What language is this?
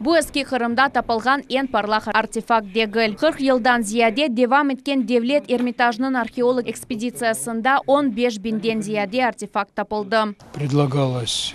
Crimean Tatar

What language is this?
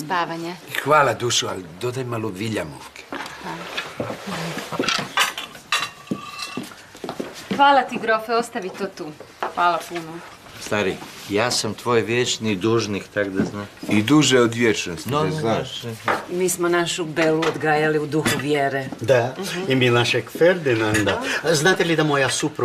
Croatian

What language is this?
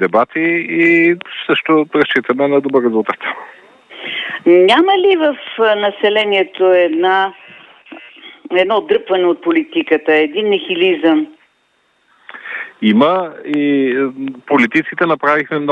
Bulgarian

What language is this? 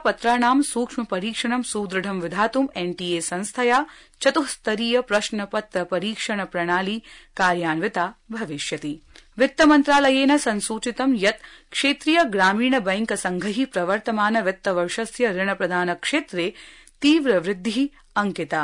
Sanskrit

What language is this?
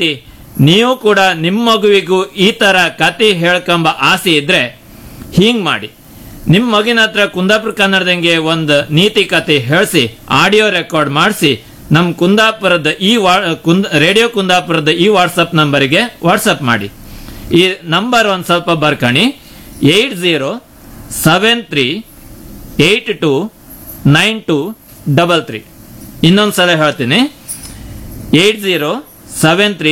Kannada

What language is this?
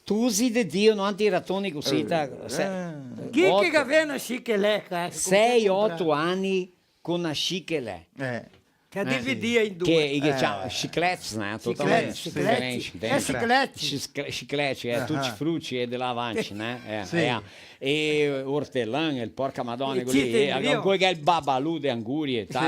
Venetian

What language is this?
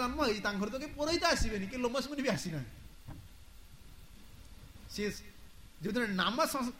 Odia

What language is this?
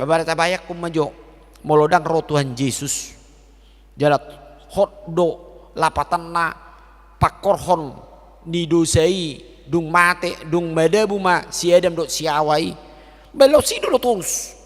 Batak Toba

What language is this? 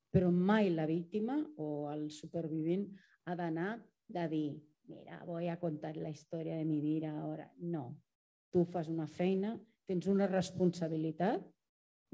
Catalan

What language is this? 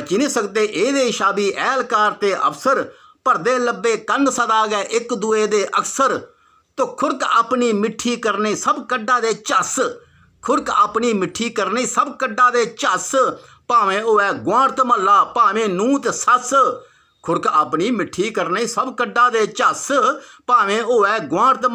Dogri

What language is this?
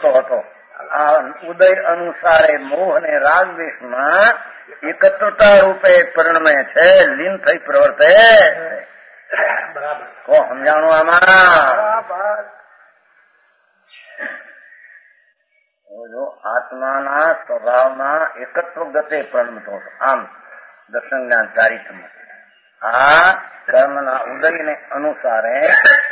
Gujarati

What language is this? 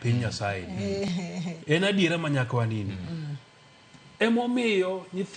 Luo (Kenya and Tanzania)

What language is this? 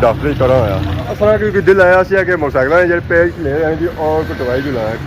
Pahari-Potwari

